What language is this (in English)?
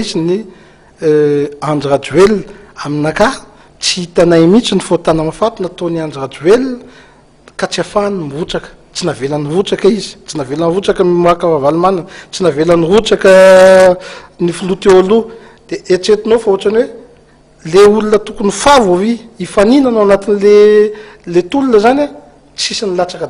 Malagasy